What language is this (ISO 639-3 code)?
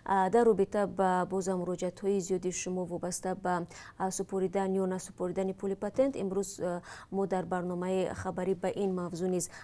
tgk